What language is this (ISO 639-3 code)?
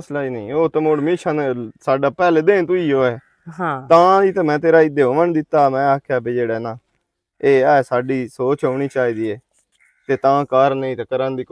lah